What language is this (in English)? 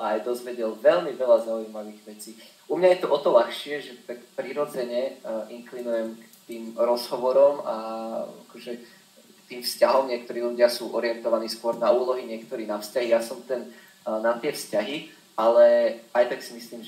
Slovak